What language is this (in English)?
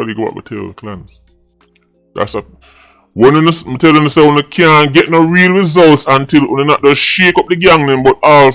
Jamaican Creole English